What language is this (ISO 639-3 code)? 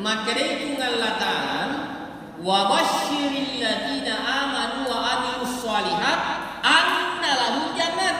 bug